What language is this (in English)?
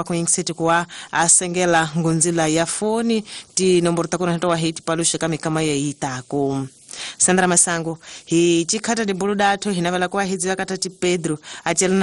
Tsonga